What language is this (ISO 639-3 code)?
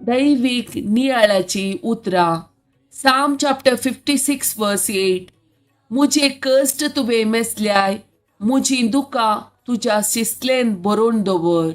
kok